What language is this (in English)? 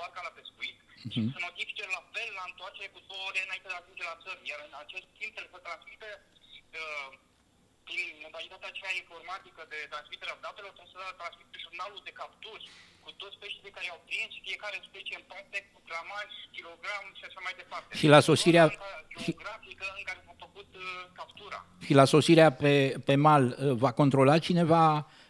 Romanian